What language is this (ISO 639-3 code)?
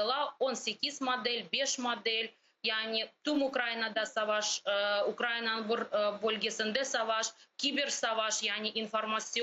crh